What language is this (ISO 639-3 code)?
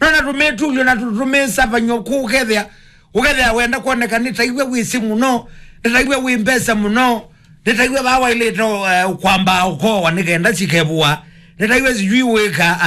kam